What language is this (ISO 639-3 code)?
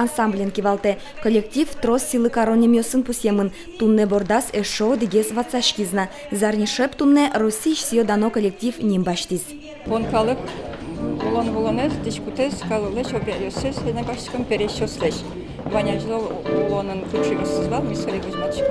udm